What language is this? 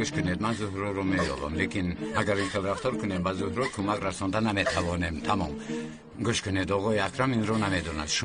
Tajik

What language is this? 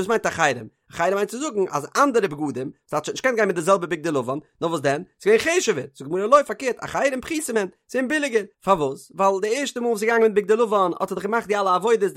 Yiddish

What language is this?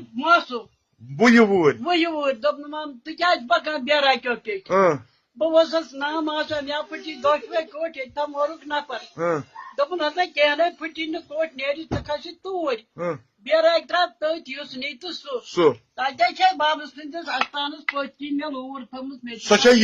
Kashmiri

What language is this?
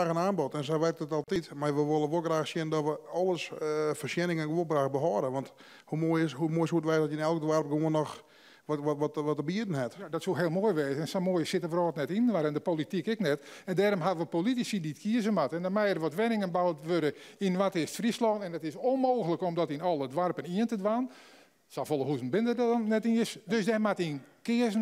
Western Frisian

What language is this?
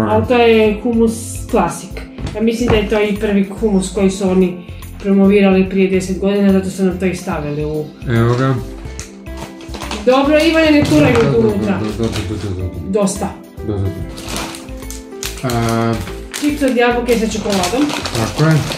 Croatian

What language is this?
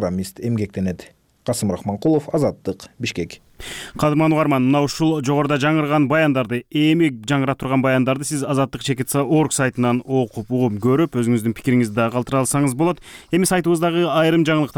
Kyrgyz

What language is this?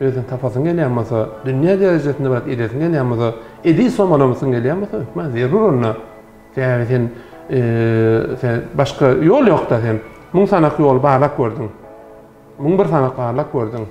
Turkmen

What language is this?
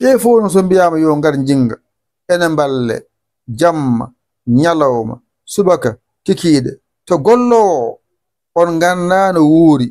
Fula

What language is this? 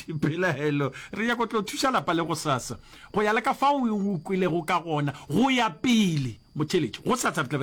Northern Sotho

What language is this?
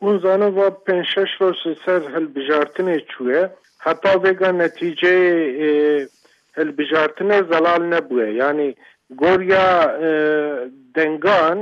Kurdish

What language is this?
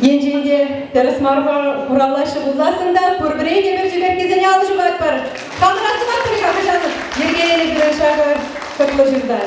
Chuvash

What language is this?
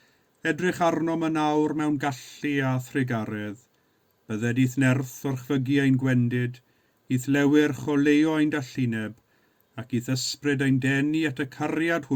Welsh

